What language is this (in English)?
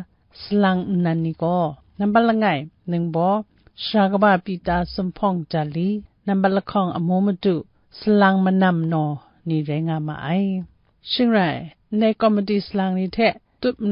Kachin